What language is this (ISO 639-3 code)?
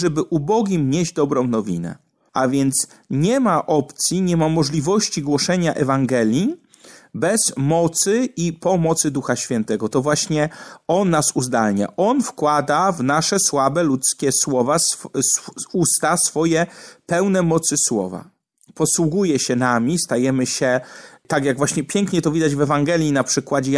pol